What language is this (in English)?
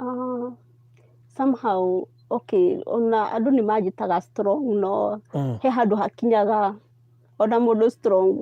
Kikuyu